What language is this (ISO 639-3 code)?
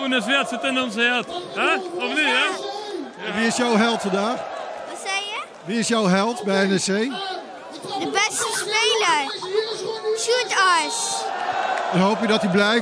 nld